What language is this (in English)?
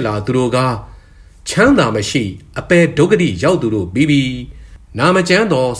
Burmese